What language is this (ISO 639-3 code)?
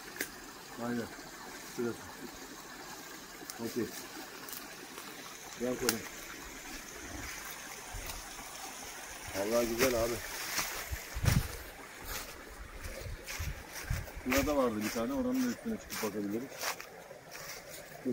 tur